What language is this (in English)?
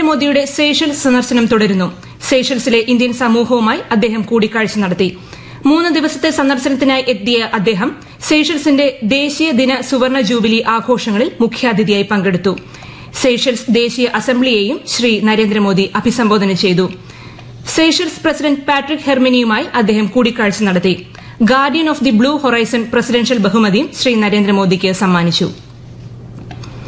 Malayalam